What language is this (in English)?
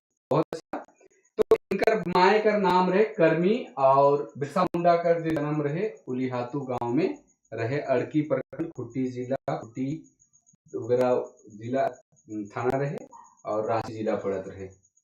Sadri